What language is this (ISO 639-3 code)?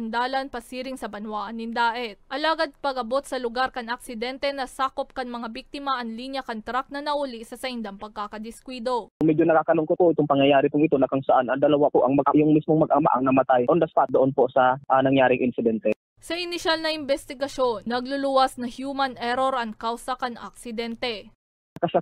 bik